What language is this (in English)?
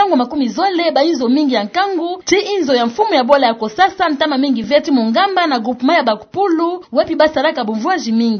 Kituba (Democratic Republic of Congo)